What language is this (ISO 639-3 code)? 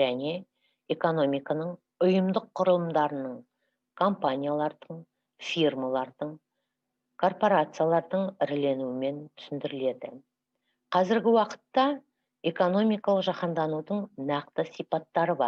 kaz